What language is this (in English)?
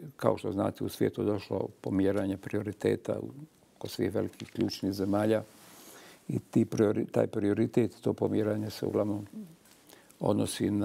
Bosnian